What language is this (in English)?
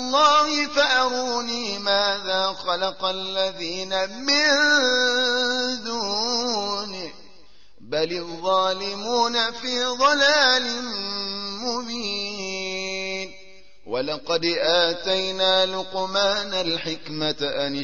Arabic